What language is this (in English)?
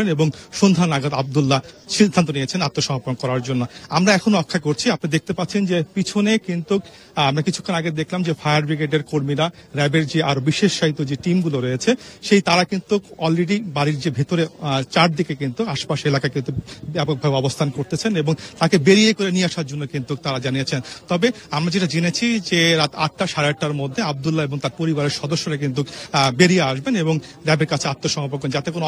Bangla